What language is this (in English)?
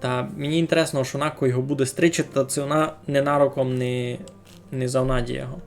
Rusyn